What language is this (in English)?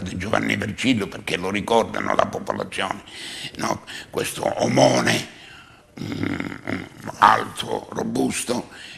Italian